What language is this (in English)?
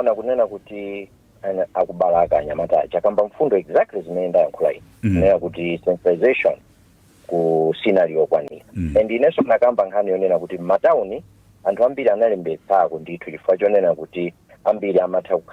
Nyanja